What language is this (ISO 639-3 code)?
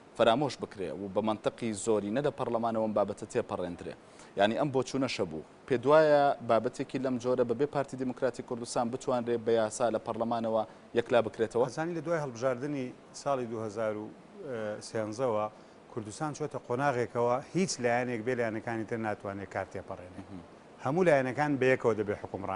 ckb